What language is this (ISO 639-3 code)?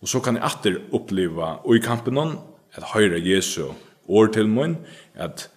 fao